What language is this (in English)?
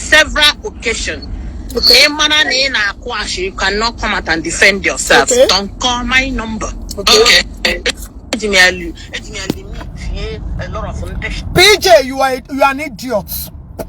Igbo